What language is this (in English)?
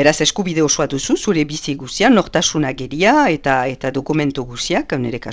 Basque